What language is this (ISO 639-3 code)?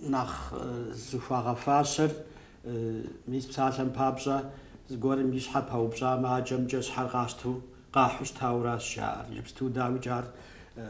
kbd